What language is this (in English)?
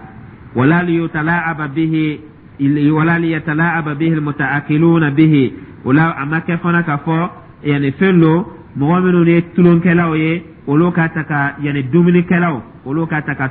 Dyula